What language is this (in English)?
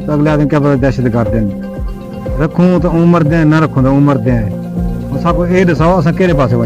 Saraiki